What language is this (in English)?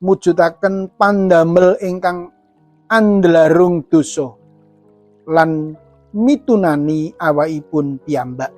Javanese